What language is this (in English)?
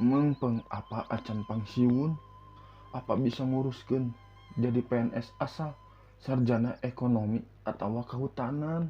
Sundanese